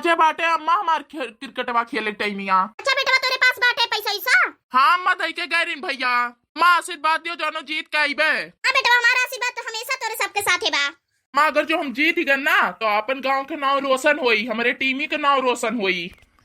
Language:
Awadhi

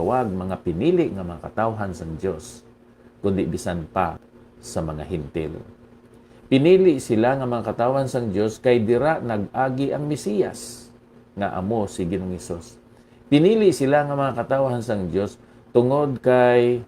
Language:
Hiligaynon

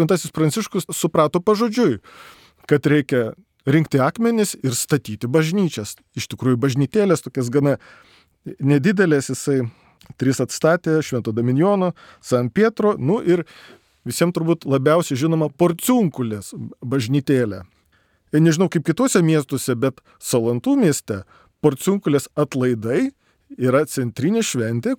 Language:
Lithuanian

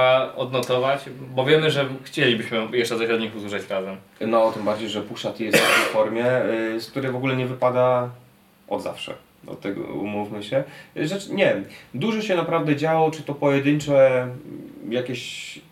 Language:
Polish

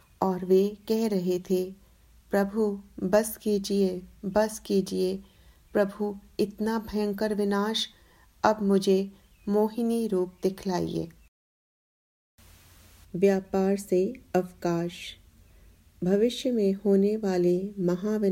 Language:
Hindi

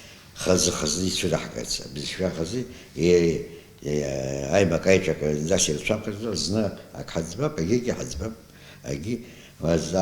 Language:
Abkhazian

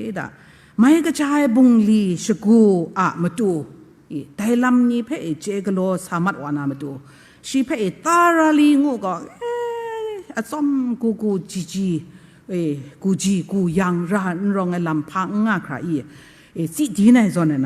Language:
Kachin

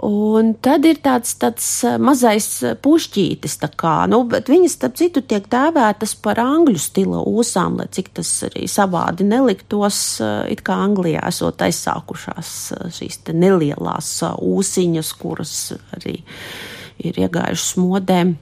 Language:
Latvian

